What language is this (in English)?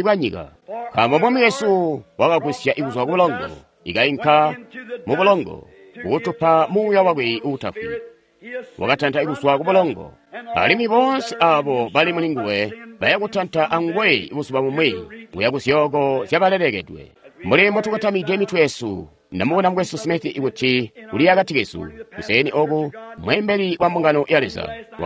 Tonga (Zambia)